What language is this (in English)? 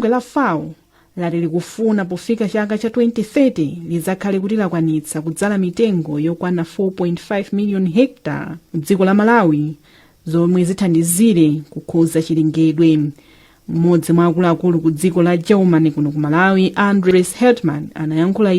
Nyanja